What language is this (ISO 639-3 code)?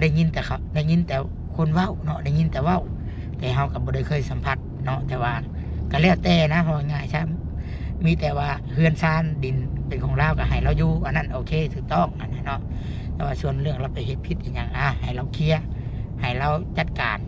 lao